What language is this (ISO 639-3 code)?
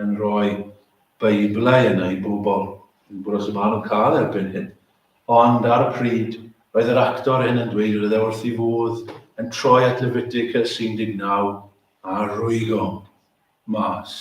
cym